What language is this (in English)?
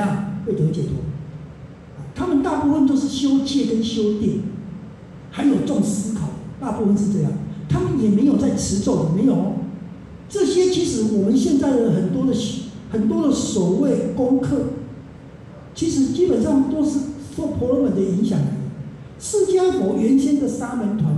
Chinese